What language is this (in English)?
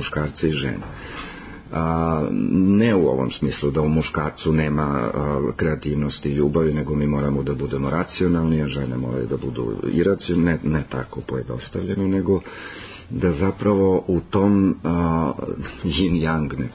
Serbian